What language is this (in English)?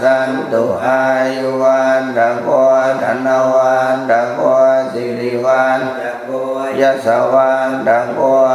Pali